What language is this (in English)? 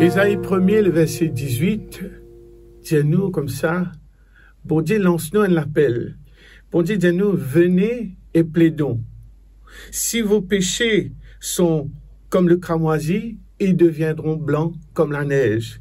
Morisyen